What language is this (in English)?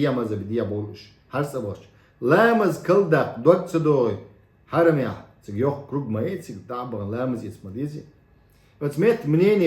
Chechen